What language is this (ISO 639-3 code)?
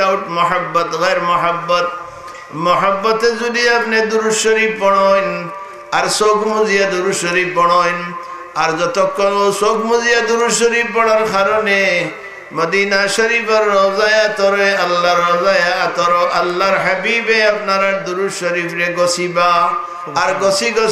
syl